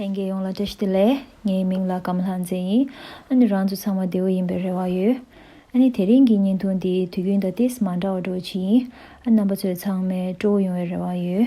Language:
Tibetan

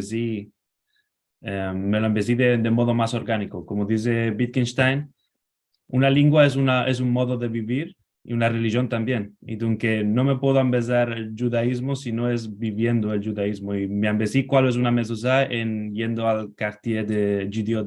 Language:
Ladino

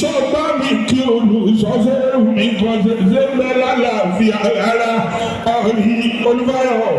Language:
Yoruba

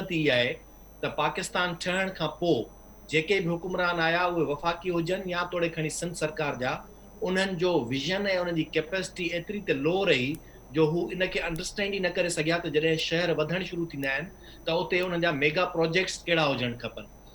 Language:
Sindhi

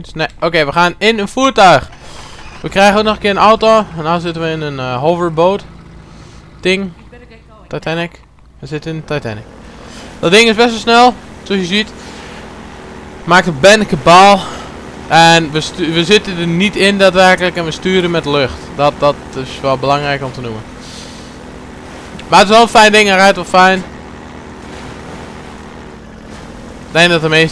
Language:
Dutch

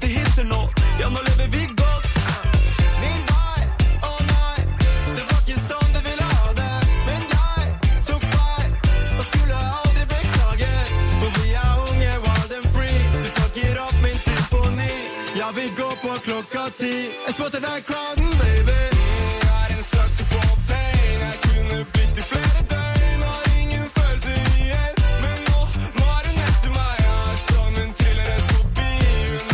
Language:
Norwegian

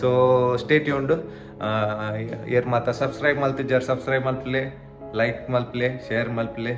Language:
Tulu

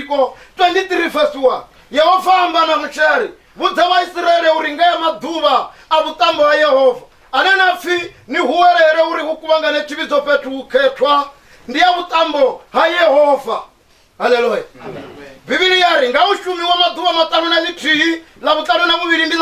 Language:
Venda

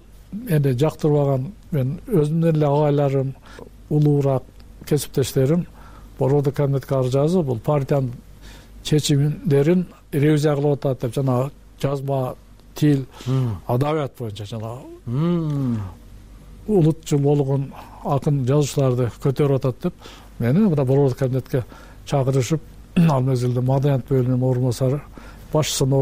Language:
Kyrgyz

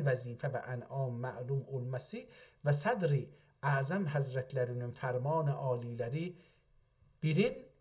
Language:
South Azerbaijani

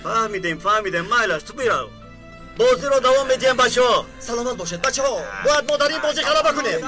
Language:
Tajik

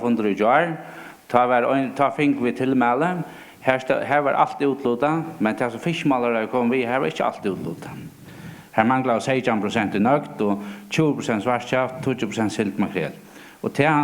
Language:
Faroese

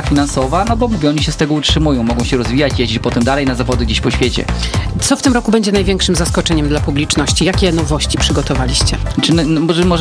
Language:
Polish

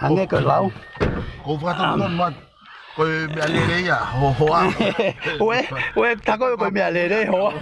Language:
Tongan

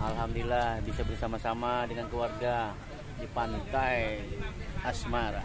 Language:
Banjar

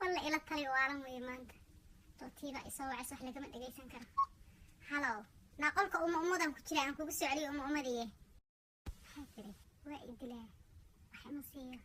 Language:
Somali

